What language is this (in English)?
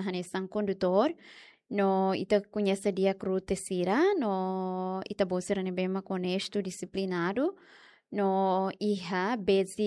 Tetum